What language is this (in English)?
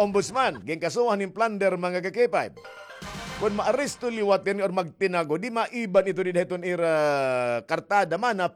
Waray